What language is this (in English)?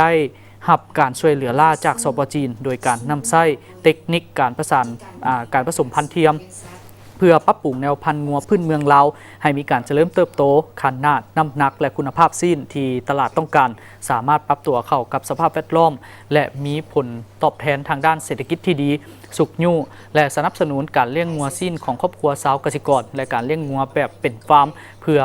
Lao